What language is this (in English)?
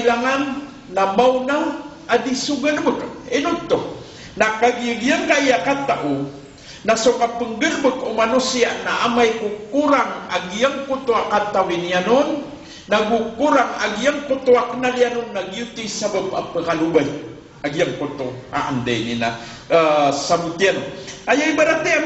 Maranao